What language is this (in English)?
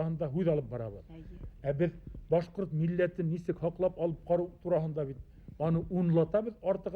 Bashkir